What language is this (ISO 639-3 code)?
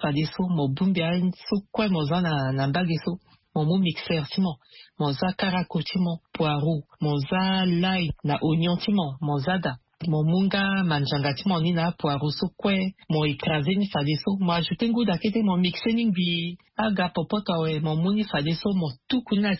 sag